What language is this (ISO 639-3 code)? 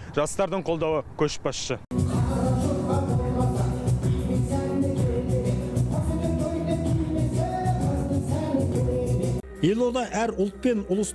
kaz